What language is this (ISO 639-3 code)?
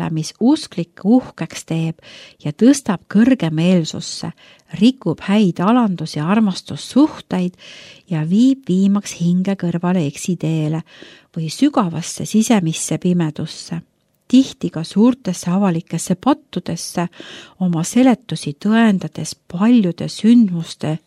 est